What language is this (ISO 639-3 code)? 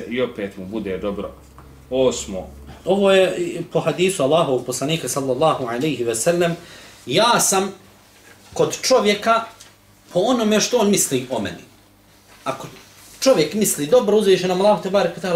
bos